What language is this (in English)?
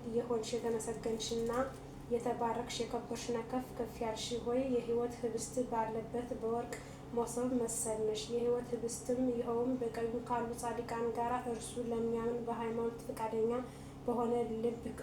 Amharic